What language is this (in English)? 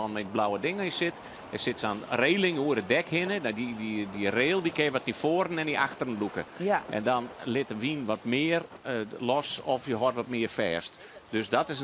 Western Frisian